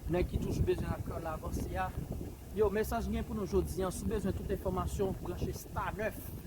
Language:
Haitian Creole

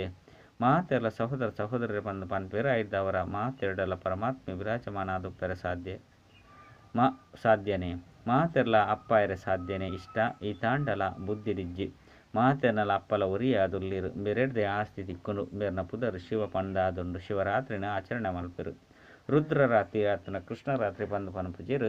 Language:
Tulu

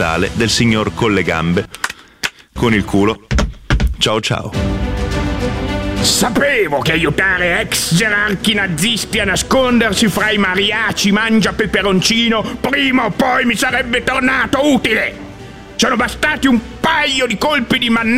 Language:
Italian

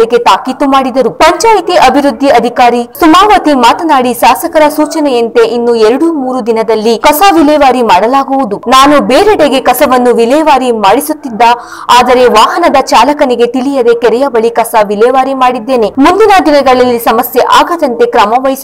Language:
Kannada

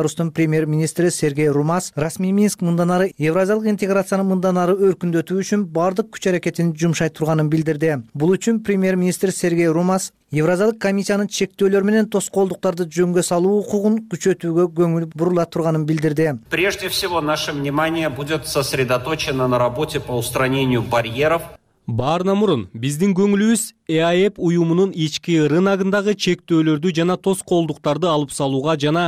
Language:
Kyrgyz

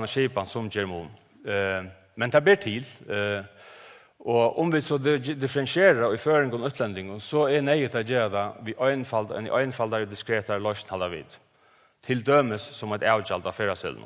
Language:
Faroese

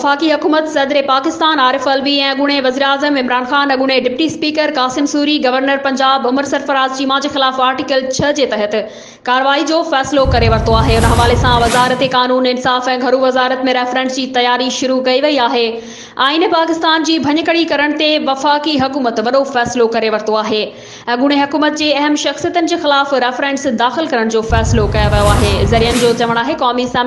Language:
Sindhi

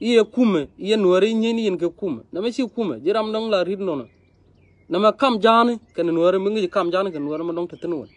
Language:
Nuer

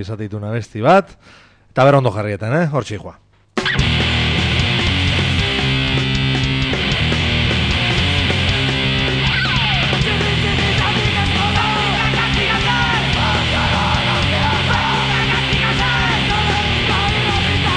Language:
Basque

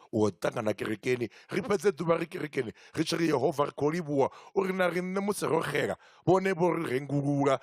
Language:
Venda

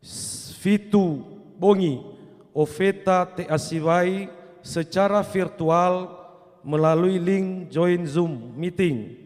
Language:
Nias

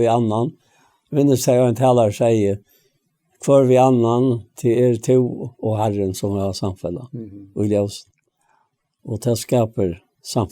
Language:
Faroese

